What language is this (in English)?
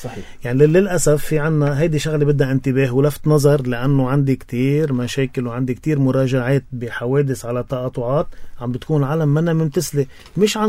North Levantine Arabic